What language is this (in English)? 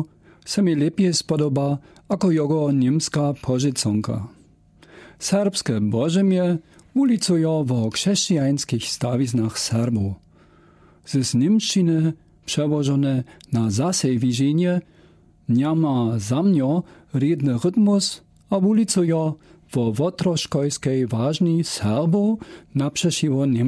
Lower Sorbian